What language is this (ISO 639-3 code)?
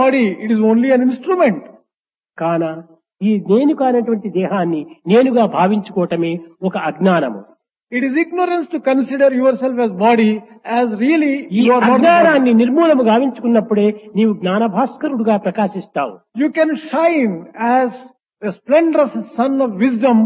tel